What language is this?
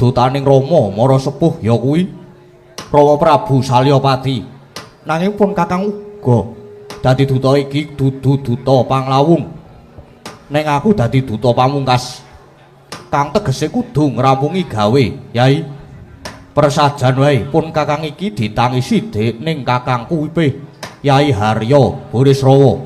Javanese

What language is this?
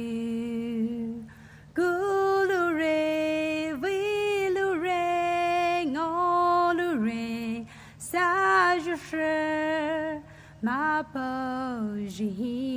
Poumei Naga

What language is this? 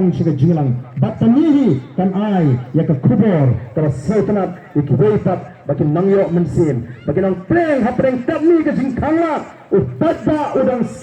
Khasi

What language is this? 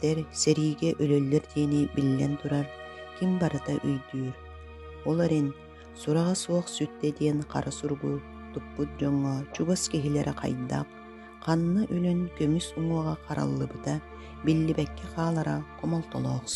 Yakut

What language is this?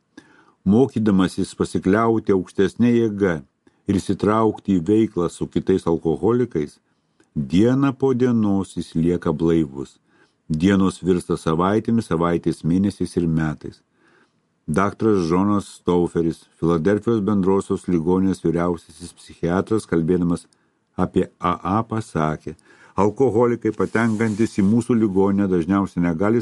Lithuanian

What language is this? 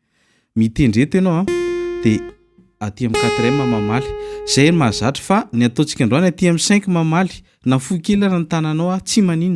Malagasy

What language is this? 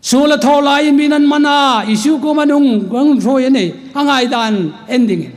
Hmar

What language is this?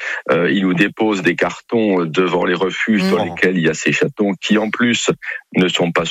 French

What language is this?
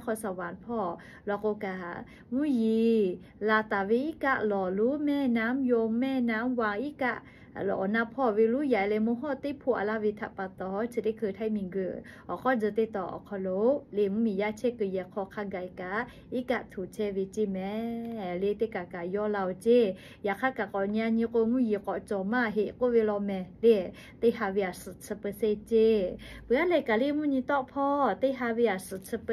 Lahu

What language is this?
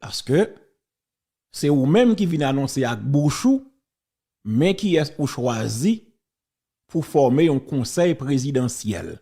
Haitian Creole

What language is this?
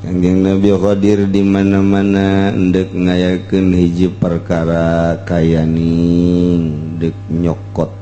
Sundanese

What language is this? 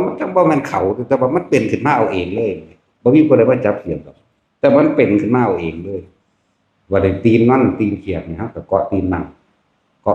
Northeastern Thai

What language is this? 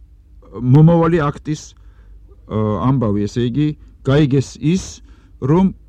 Georgian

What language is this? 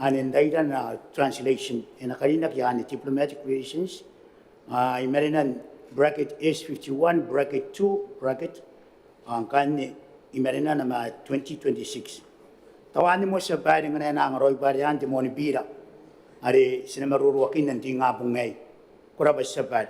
Gilbertese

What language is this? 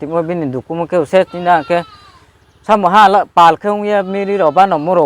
Riang (India)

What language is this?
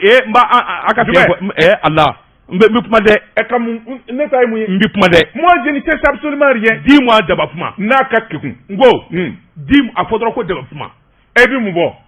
Bambara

